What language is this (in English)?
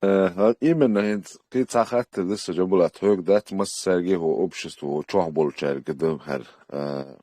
Chechen